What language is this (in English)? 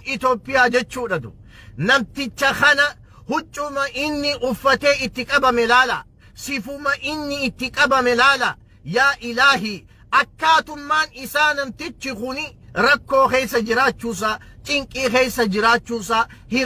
Oromo